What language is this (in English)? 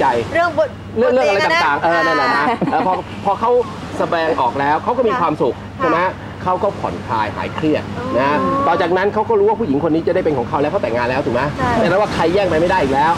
Thai